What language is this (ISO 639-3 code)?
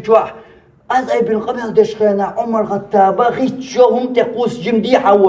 che